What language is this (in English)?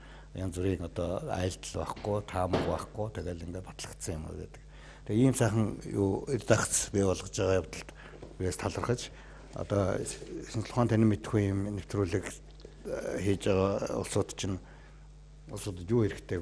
Mongolian